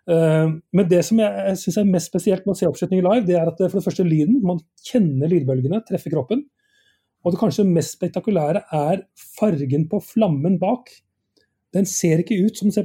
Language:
Norwegian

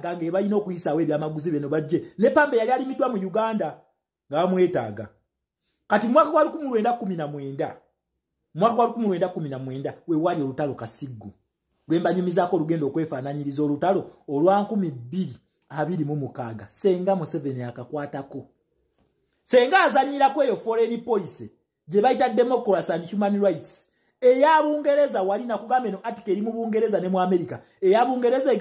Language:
Ganda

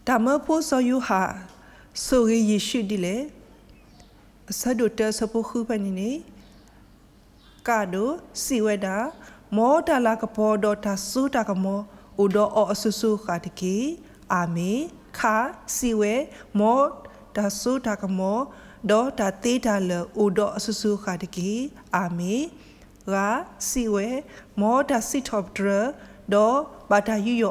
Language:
S'gaw Karen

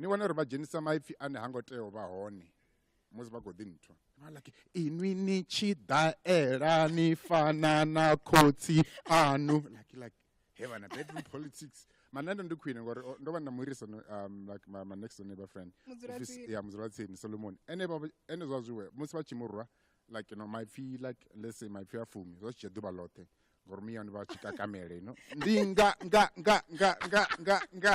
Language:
Venda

